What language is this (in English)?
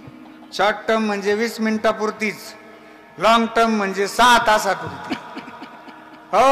Marathi